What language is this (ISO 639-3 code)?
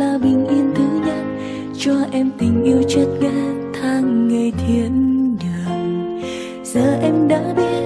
vie